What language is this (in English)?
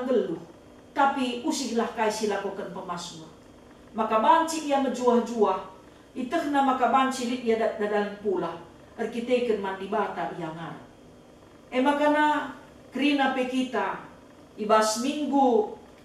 Batak Karo